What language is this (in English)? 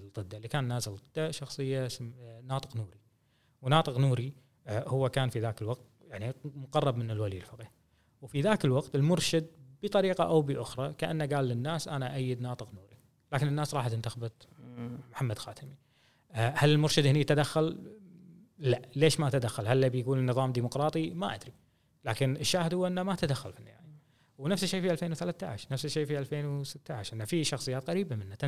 Gulf Arabic